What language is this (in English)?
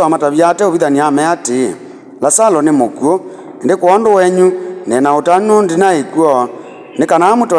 Kamba